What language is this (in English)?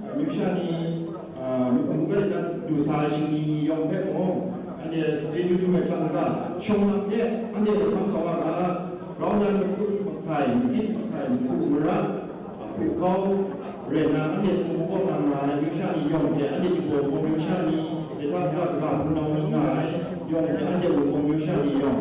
Kachin